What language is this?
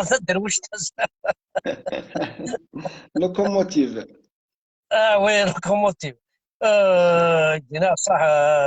Kabyle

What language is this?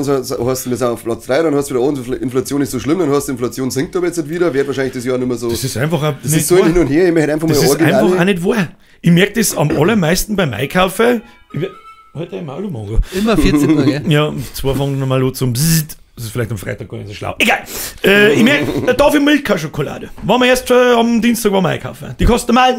Bavarian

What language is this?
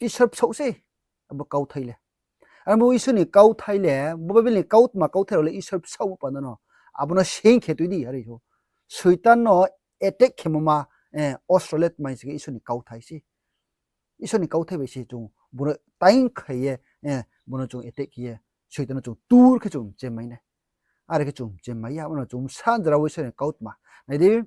Riang (India)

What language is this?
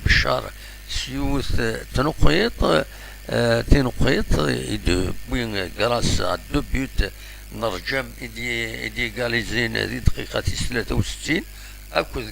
Kabyle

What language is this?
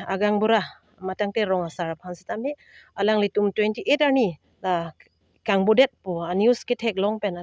Karbi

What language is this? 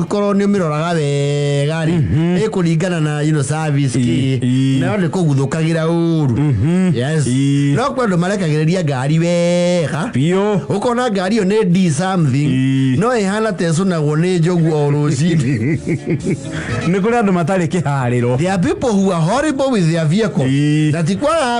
Kikuyu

